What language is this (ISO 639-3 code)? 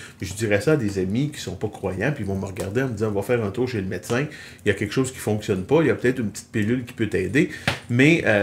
fra